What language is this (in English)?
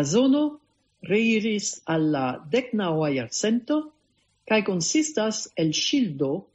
Esperanto